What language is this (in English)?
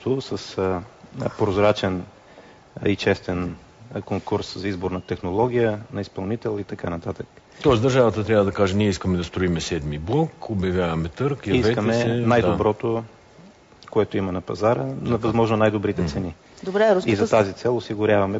Bulgarian